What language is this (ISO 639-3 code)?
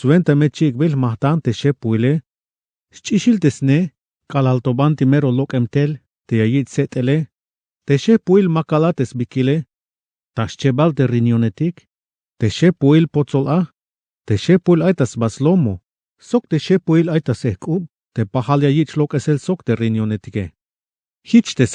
tzh